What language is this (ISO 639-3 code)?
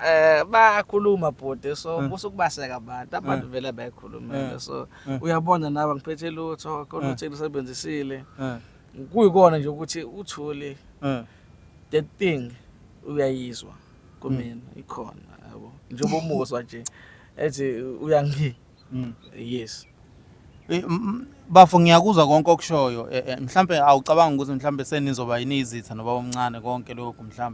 zul